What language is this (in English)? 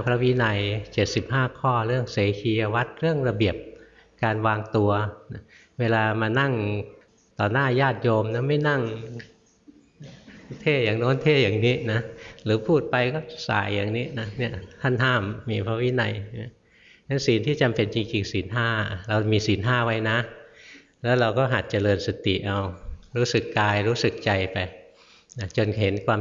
Thai